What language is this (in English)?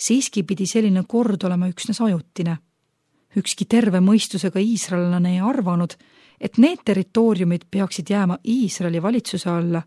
Estonian